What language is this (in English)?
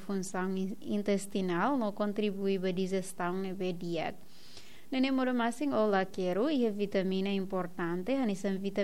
Tetum